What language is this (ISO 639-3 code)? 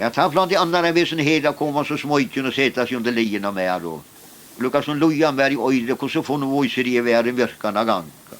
fao